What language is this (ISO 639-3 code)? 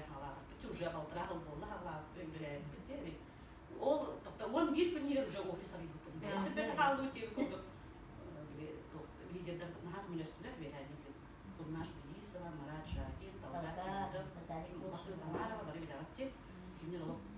sah